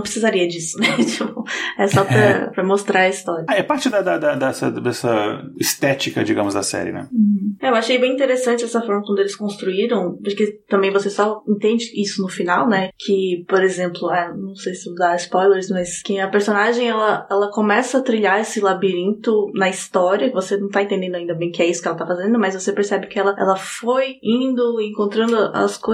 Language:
Portuguese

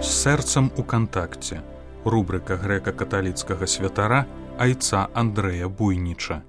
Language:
Belarusian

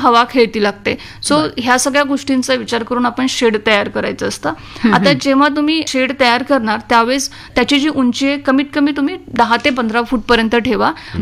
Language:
Marathi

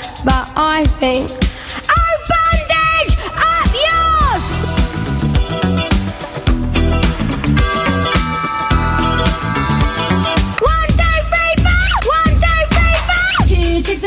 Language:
English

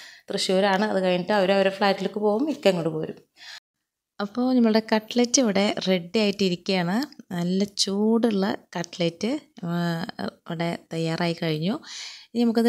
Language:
Malayalam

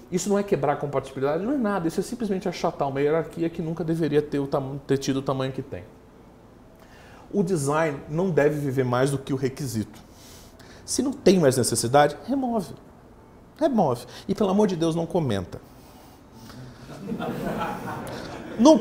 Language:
Portuguese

